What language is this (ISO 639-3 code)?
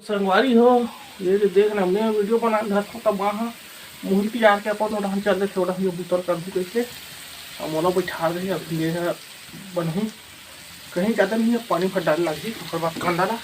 hne